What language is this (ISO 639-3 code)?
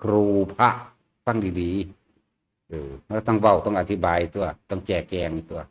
tts